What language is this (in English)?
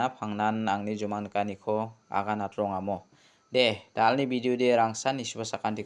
Garo